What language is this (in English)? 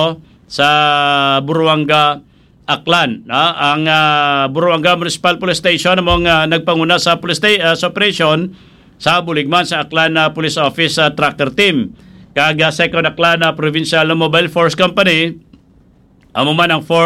Hiligaynon